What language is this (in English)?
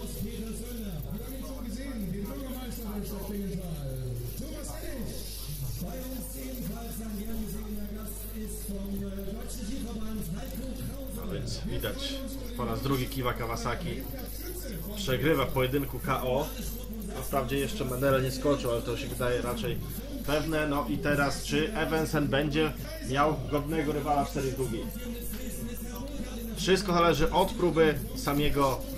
Polish